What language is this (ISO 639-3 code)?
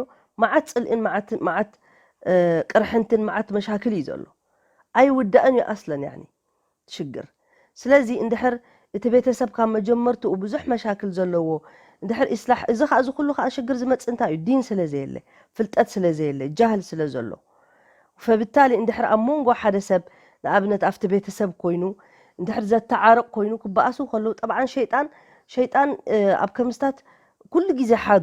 tir